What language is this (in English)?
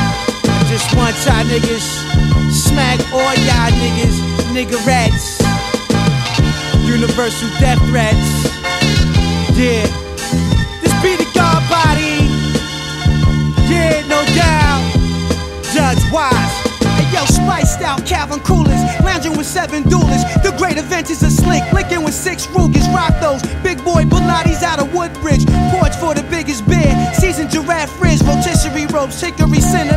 English